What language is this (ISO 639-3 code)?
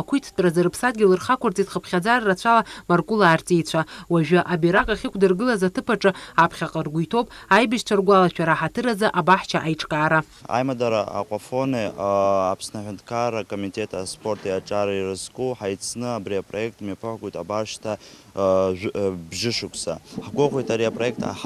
abk